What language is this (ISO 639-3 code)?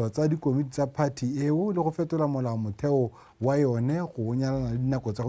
tsn